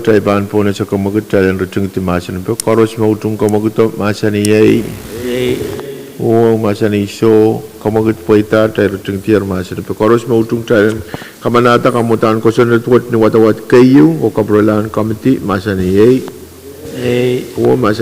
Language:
Pohnpeian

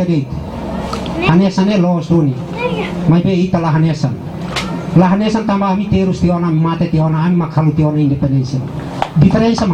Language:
Tetum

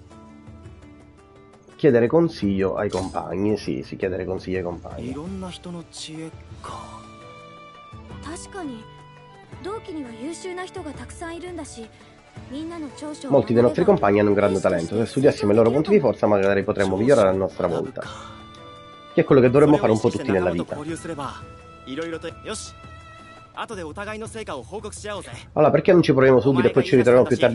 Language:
Italian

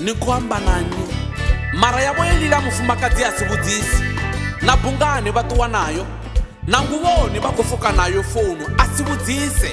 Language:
Venda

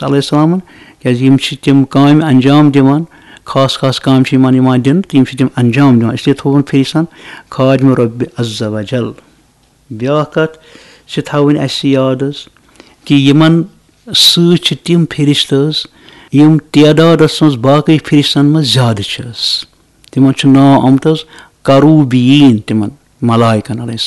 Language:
Kashmiri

